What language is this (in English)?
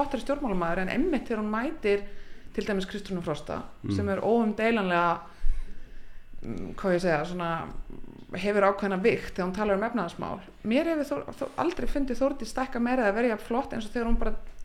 Icelandic